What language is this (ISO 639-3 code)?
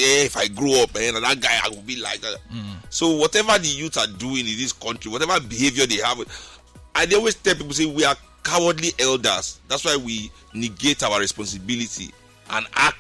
pcm